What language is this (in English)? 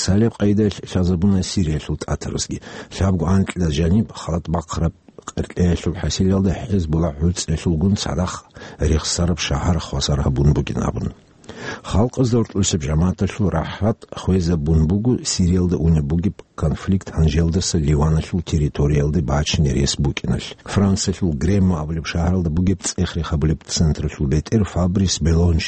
Avaric